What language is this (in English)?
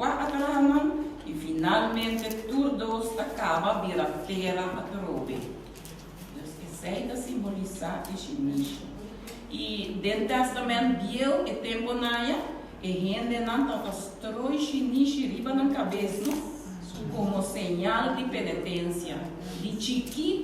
Papiamento